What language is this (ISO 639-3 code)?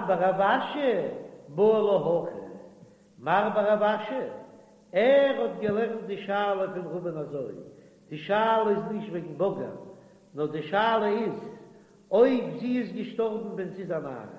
yid